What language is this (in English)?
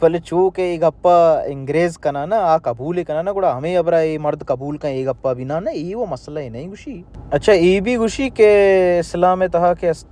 Baluchi